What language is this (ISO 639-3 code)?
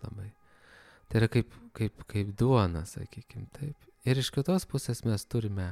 lit